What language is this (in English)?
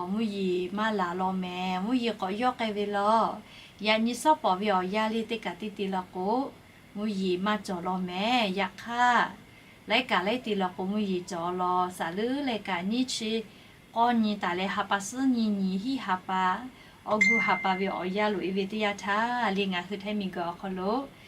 Lahu